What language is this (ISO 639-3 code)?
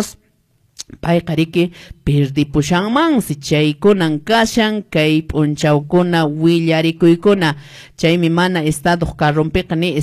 que